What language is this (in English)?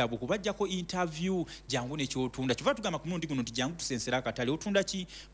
Ganda